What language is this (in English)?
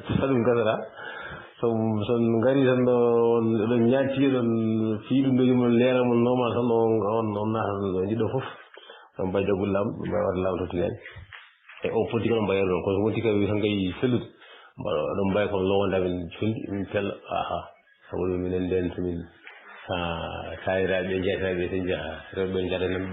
Fula